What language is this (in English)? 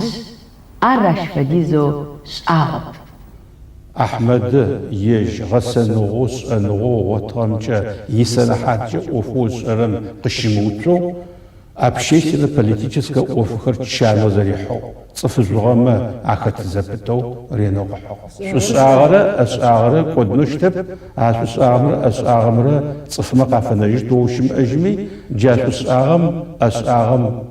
Adyghe